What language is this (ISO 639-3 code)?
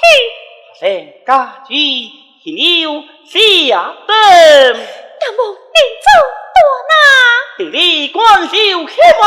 cpx